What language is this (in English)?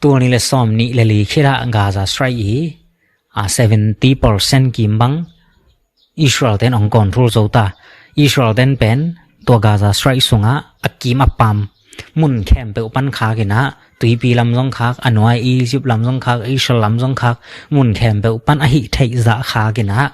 Tedim Chin